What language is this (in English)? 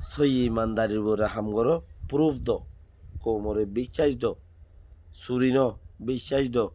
Rohingya